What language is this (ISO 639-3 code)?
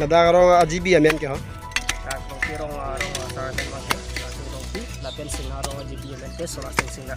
mjw